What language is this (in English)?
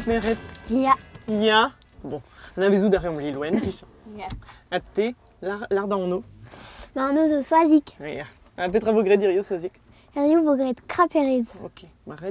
Breton